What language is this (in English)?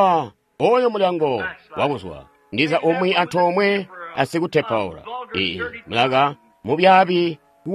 Tonga (Zambia)